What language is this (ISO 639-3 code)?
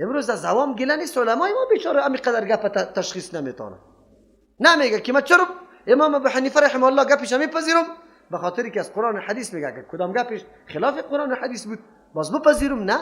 fas